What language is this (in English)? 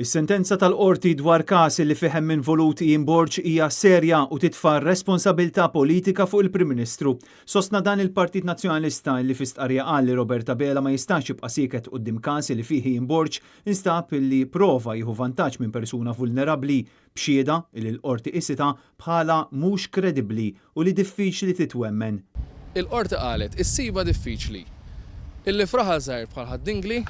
Maltese